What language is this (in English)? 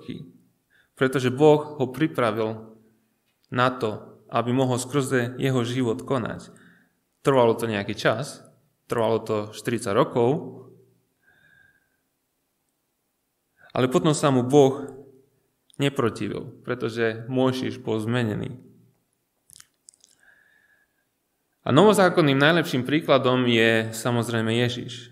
Slovak